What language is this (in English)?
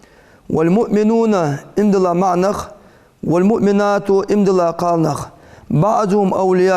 Ingush